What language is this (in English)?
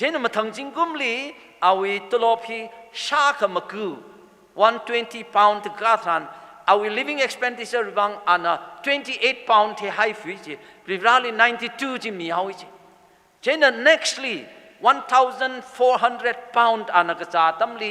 Tangkhul Naga (India)